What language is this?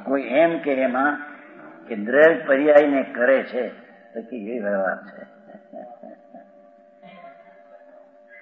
Gujarati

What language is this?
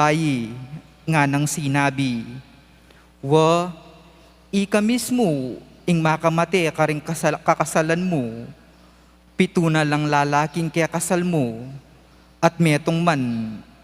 Pampanga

